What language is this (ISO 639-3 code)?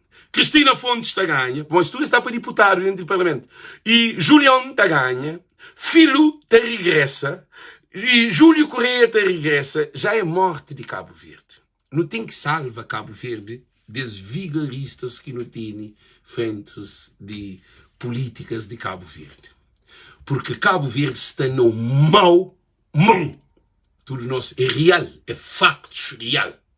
kea